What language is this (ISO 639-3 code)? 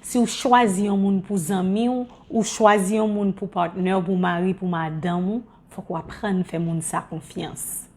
hat